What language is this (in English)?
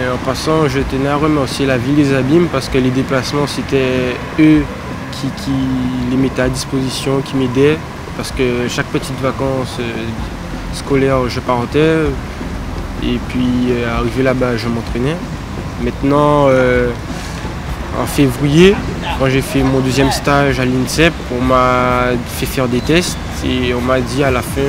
French